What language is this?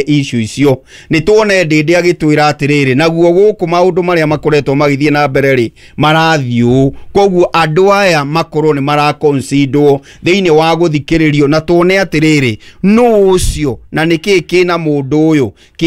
Kikuyu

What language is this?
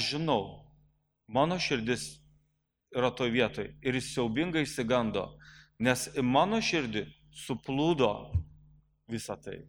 Lithuanian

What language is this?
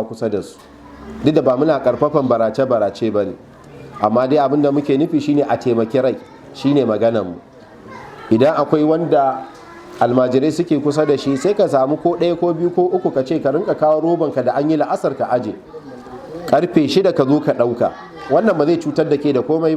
Hausa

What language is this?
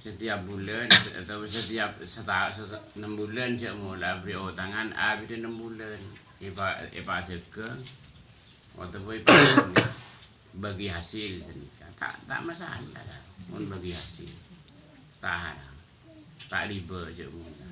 Madurese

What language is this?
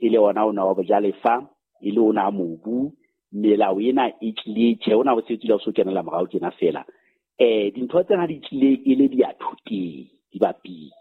Southern Sotho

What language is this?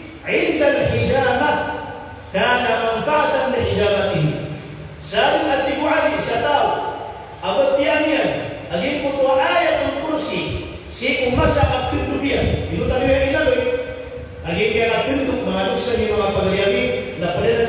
Maranao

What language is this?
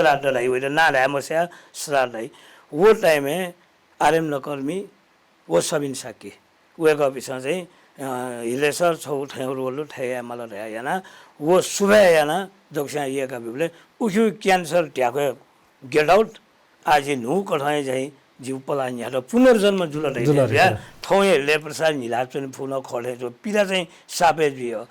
Newari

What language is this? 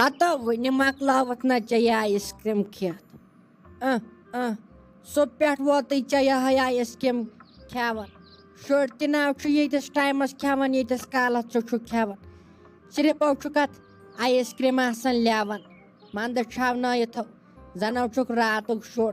Kashmiri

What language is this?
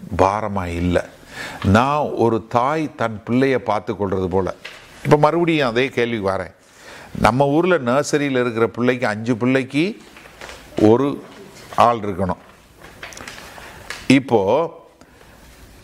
Tamil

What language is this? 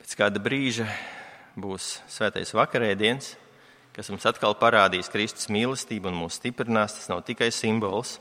Latvian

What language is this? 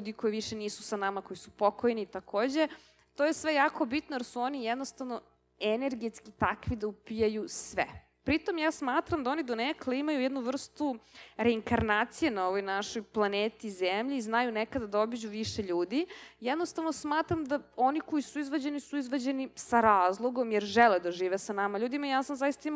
Serbian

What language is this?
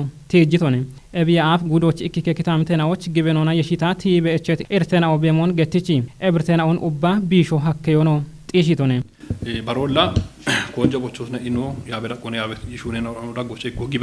Kafa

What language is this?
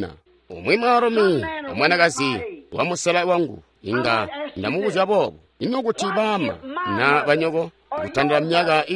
Tonga (Zambia)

